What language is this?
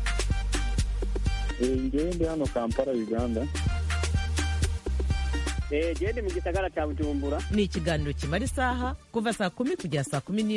Kinyarwanda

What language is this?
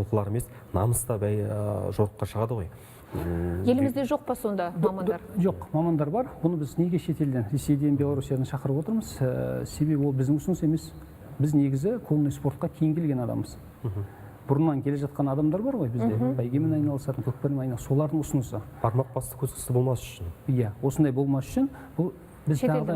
Kazakh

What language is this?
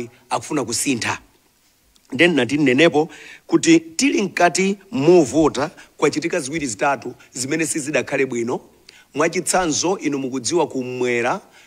Nyanja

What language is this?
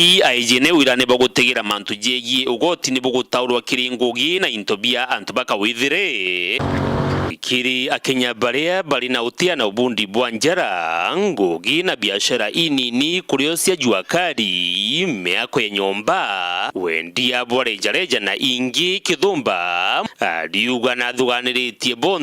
Meru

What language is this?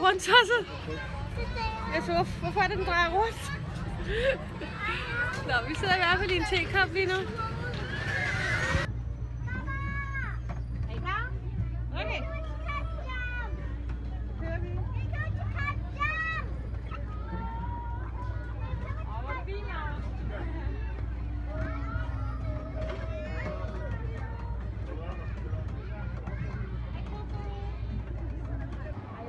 Danish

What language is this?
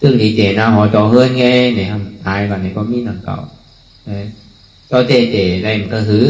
Shan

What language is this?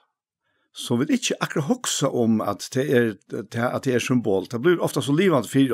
Faroese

